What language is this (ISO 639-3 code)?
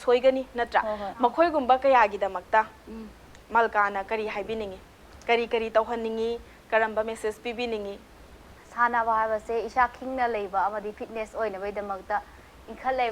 mni